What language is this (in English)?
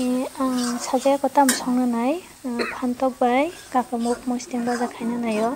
Kok Borok